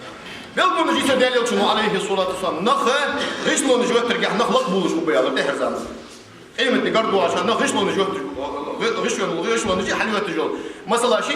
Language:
Ingush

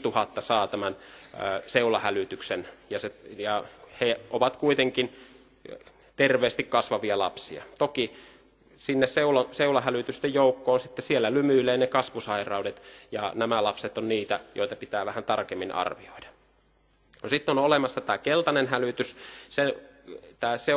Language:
Finnish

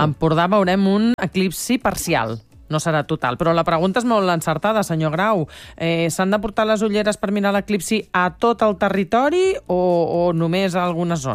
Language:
Catalan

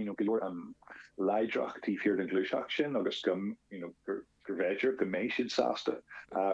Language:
Irish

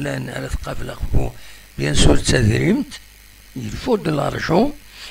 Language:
Kabyle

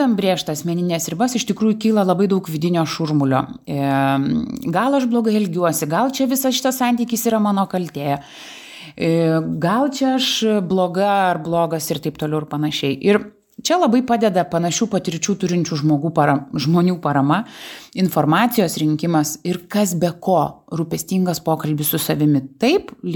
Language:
Lithuanian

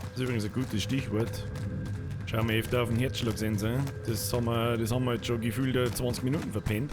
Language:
Bavarian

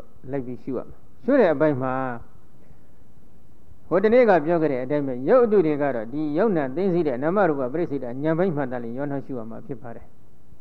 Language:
Burmese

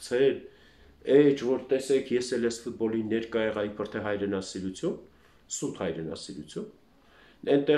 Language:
Armenian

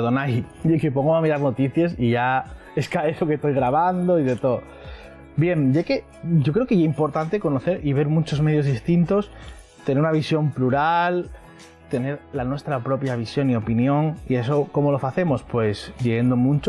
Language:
Asturian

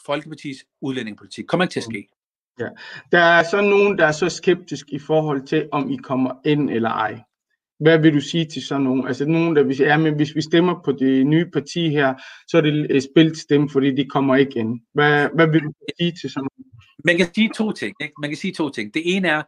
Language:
Danish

